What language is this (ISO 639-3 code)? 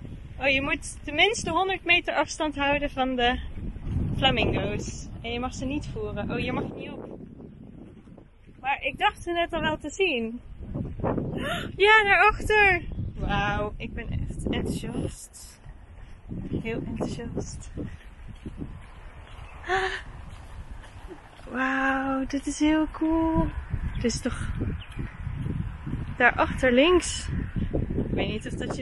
nld